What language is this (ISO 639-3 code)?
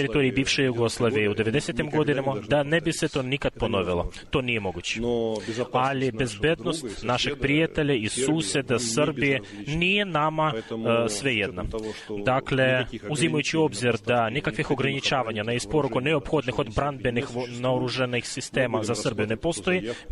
srp